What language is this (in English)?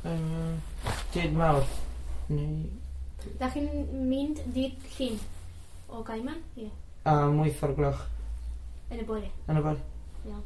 Welsh